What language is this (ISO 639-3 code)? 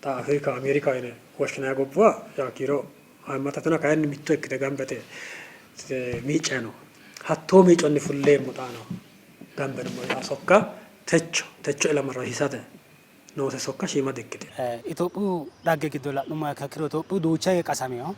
sid